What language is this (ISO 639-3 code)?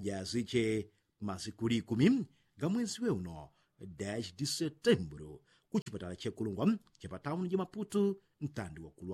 yao